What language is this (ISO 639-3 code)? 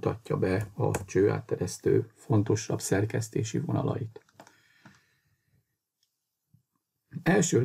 hun